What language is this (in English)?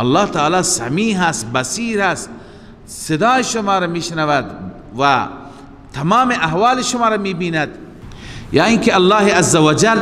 Persian